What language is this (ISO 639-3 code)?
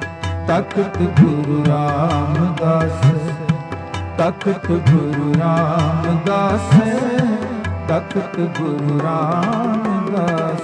pan